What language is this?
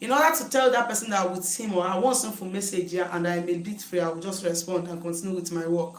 Igbo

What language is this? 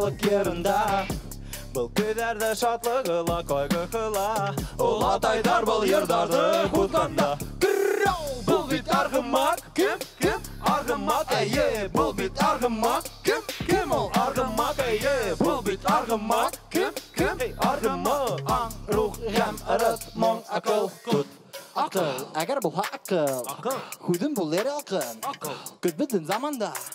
Bashkir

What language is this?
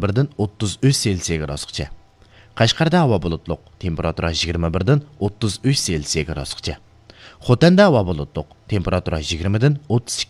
Uyghur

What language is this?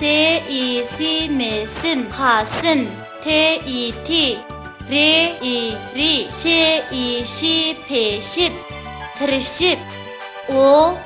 Uyghur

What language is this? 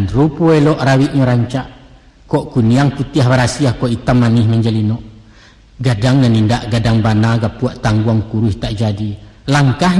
Minangkabau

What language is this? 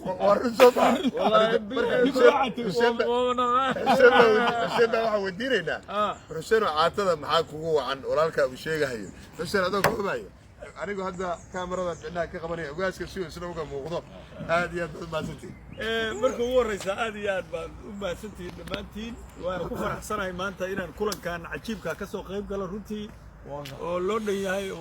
Somali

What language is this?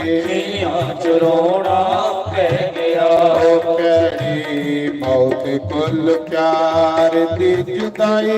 Dogri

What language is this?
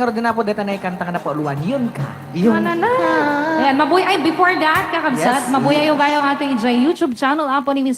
Iloko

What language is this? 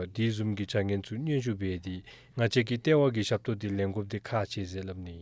Dzongkha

